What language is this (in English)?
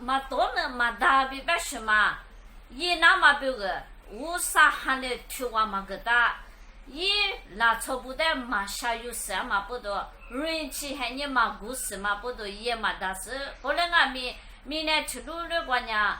Lisu